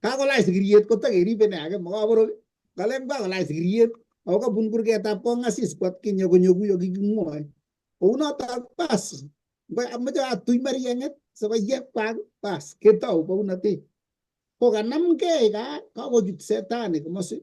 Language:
Kalenjin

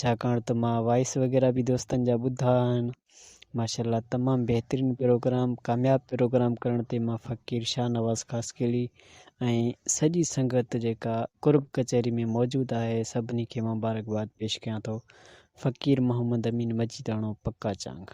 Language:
Sindhi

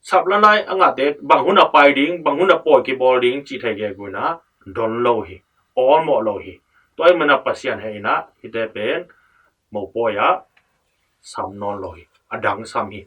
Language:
Tedim Chin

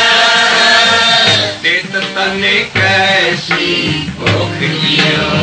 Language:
Punjabi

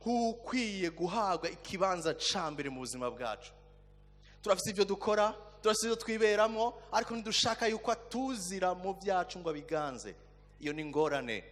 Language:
Rundi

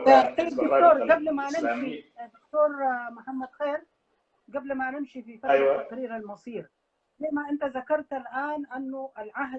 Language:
Sudanese Arabic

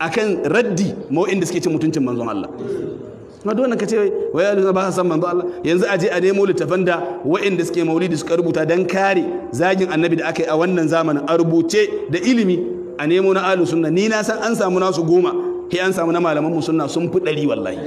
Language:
Hausa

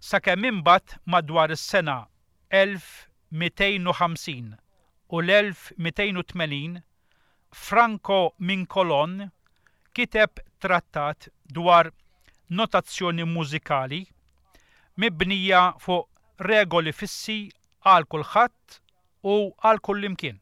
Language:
Maltese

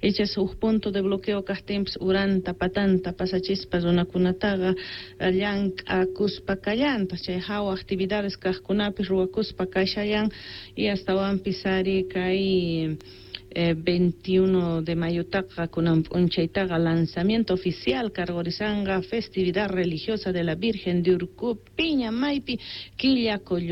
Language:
South Bolivian Quechua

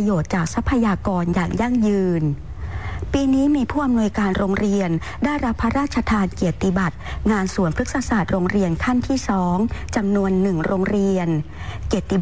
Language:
Thai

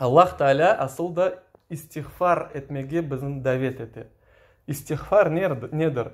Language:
Crimean Tatar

